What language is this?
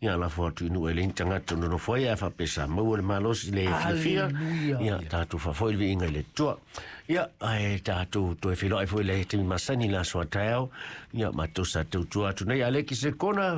Samoan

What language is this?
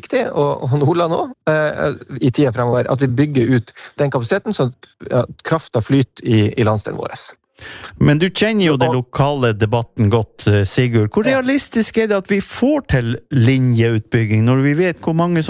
Norwegian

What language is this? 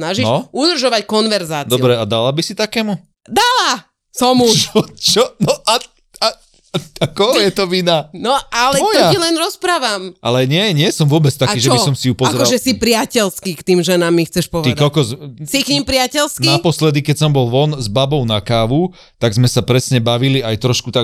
Slovak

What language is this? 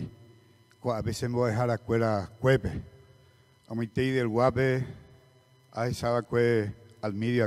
Guarani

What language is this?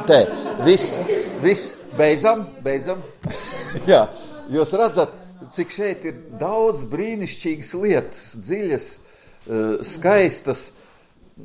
Latvian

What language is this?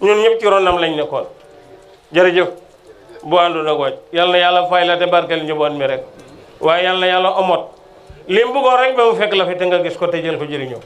Wolof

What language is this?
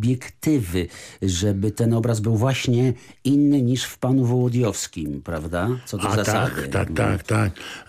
Polish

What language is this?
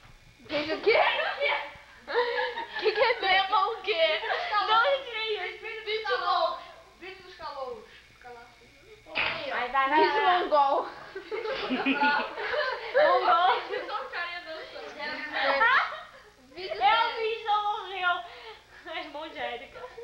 Portuguese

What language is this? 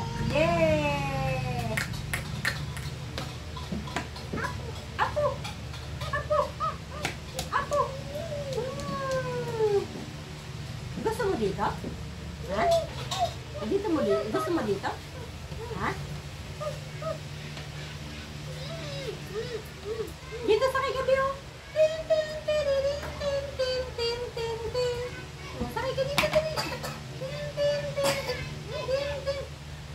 Filipino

